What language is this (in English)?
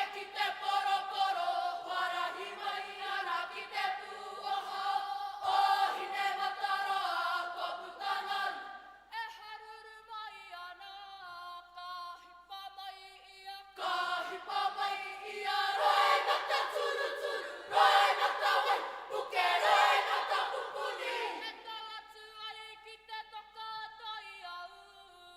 Māori